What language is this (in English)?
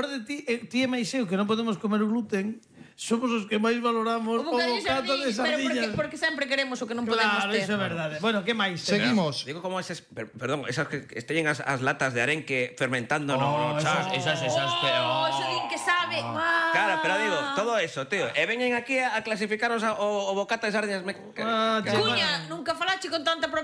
Galician